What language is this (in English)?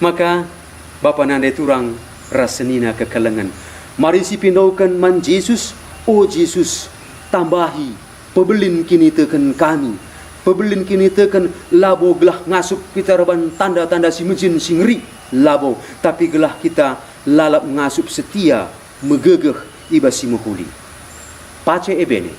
Batak Karo